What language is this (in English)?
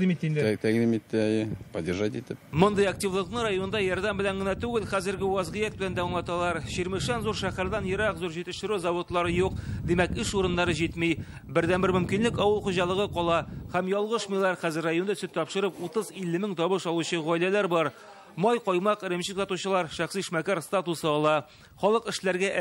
Tatar